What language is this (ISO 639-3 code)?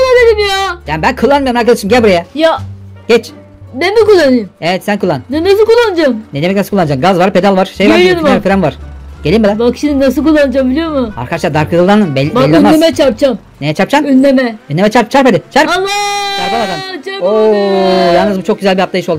tur